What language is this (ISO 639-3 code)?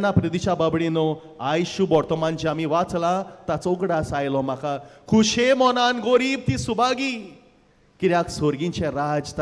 kok